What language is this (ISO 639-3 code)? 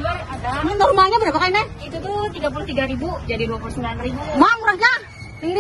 bjn